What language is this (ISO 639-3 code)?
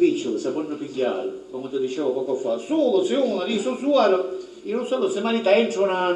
scn